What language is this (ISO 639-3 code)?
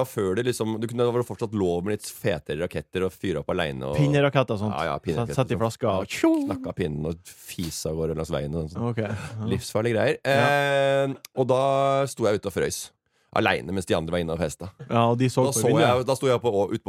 nor